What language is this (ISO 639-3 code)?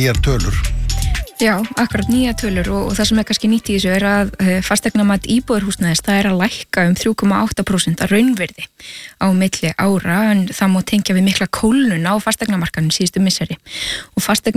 isl